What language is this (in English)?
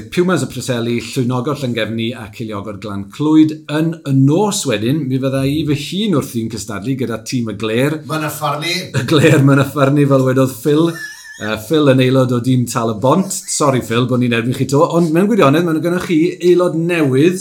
Welsh